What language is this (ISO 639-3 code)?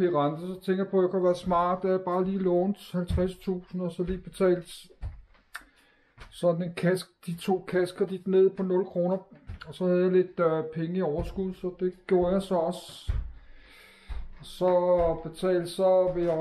dan